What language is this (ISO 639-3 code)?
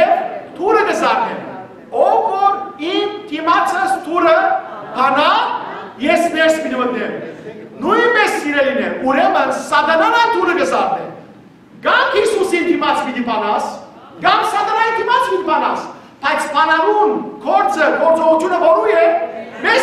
hyw